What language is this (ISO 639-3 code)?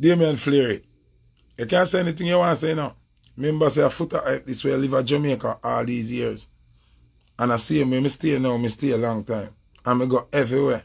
jam